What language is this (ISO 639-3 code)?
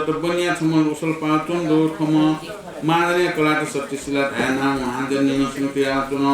new